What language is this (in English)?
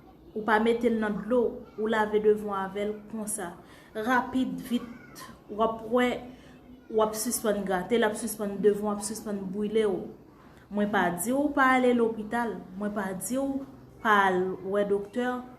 Haitian Creole